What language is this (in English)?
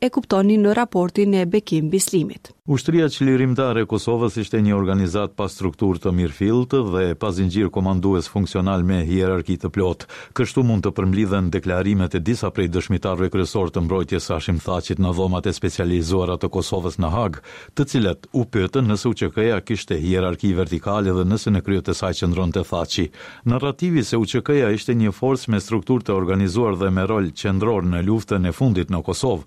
Albanian